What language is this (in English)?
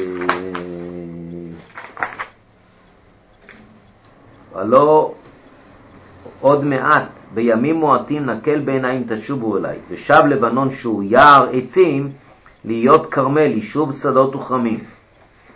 Hebrew